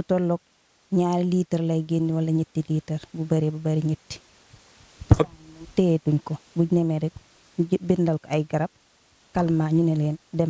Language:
Wolof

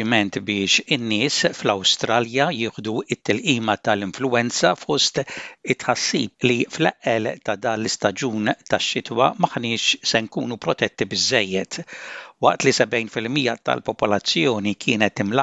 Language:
Maltese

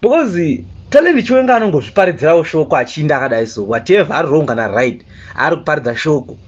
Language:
Shona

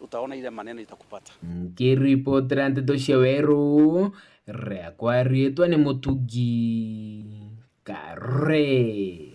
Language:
Meru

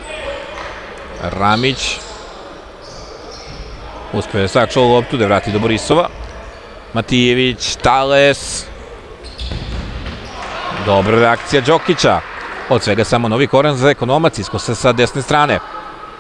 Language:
Serbian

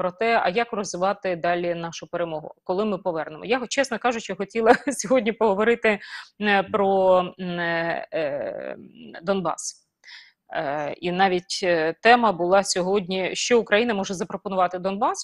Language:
Ukrainian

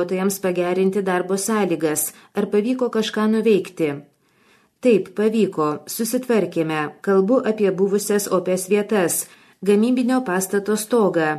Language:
Lithuanian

